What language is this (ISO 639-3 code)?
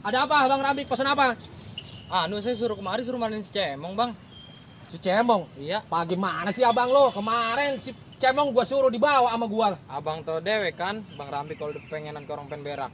bew